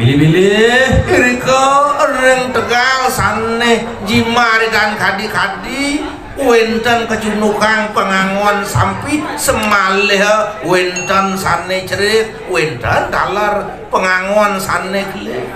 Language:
Balinese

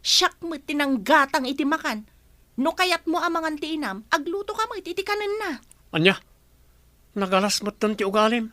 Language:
Iloko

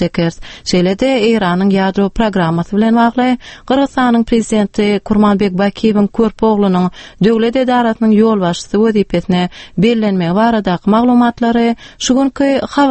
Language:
Turkmen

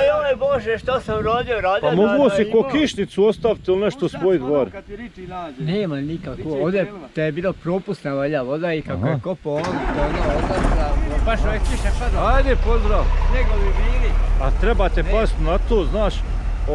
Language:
Bosnian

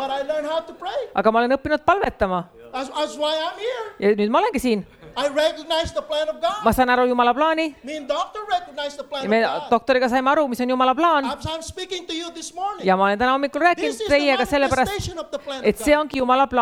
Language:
Estonian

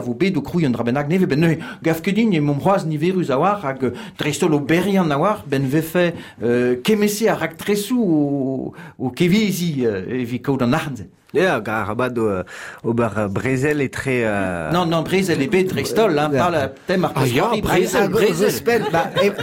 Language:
Breton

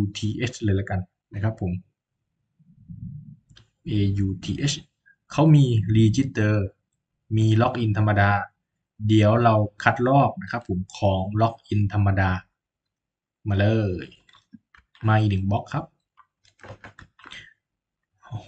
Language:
Thai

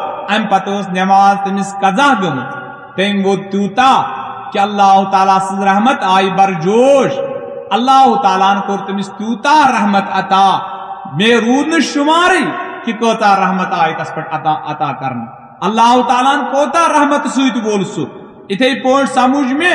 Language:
Kashmiri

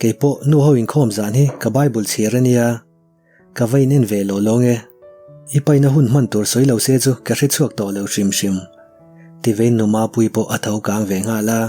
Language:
Mizo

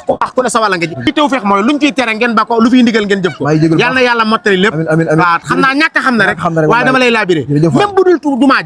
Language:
Wolof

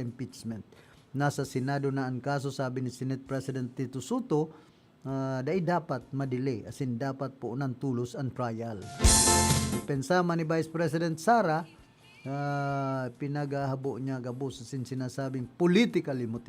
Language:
Bikol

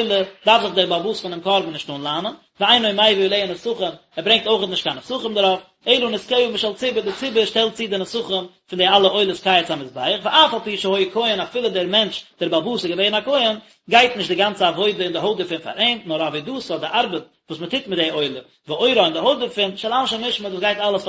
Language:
Yiddish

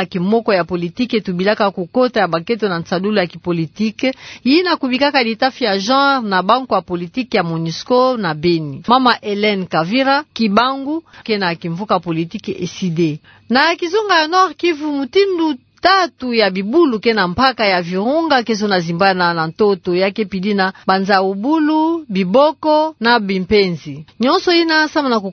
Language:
Kituba (Democratic Republic of Congo)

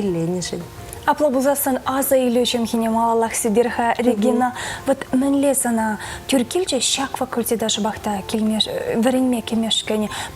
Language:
Chuvash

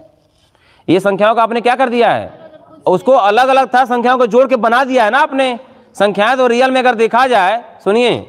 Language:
Hindi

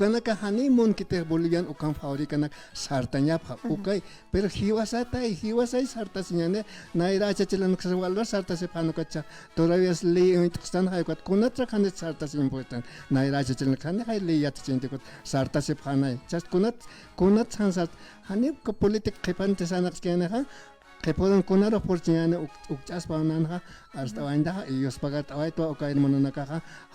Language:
Aymara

